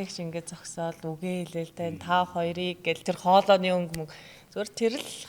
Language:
Mongolian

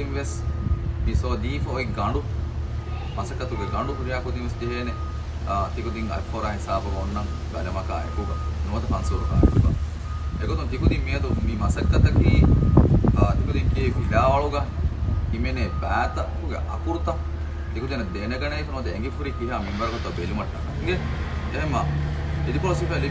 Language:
Divehi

